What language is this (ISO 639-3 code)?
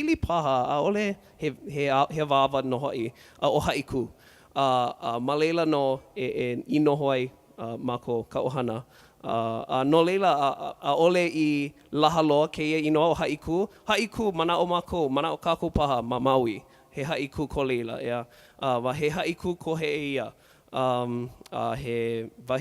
haw